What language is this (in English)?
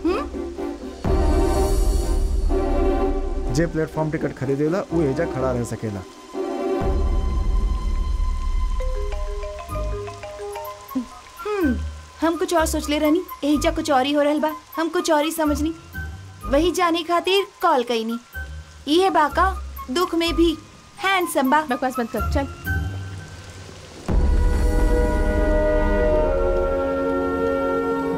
Bhojpuri